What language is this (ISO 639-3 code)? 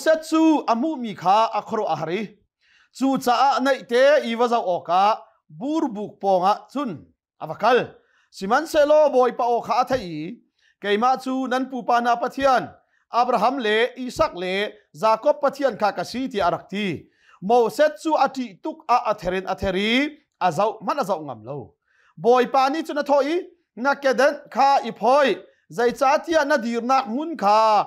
cnh